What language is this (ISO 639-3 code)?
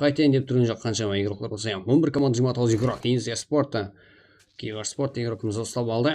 kaa